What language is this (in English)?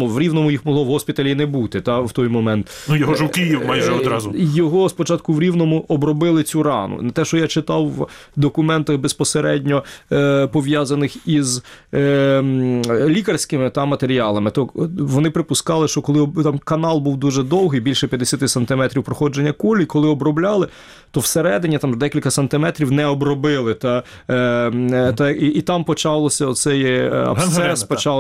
Ukrainian